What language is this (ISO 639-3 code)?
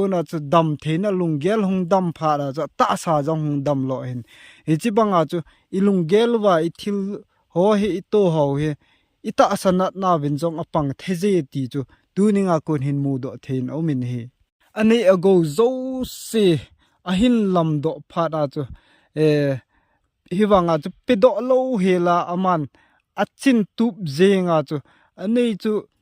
tcz